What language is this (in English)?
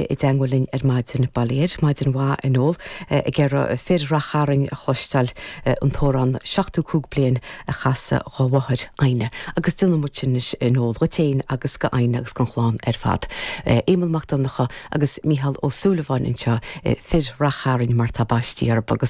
Irish